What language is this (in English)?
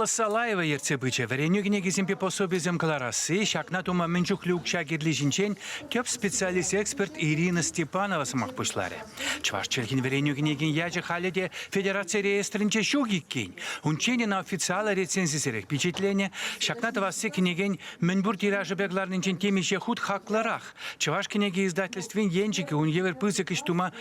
Chuvash